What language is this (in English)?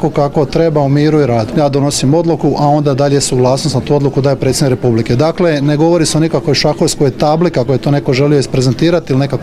Croatian